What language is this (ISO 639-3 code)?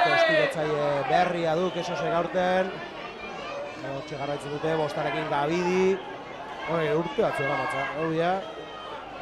eus